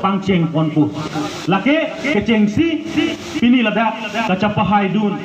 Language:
Karbi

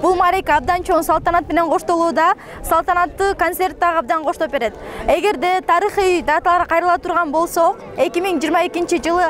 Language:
Kyrgyz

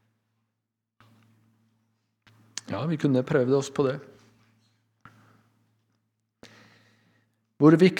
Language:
Norwegian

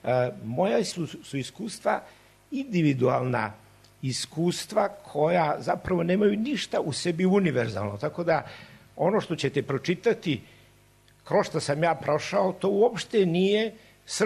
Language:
Serbian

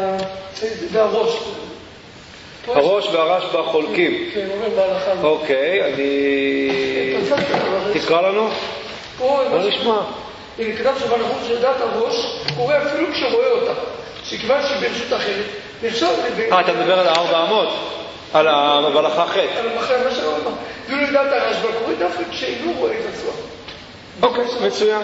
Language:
Hebrew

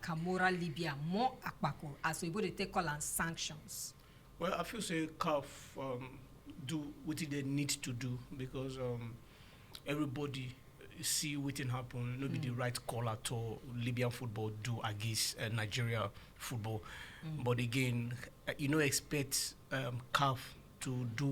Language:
Nigerian Pidgin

